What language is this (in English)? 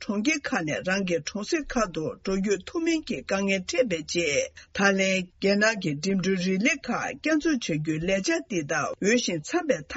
Tibetan